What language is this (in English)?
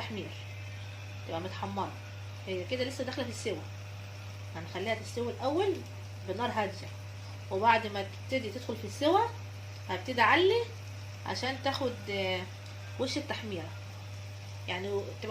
Egyptian Arabic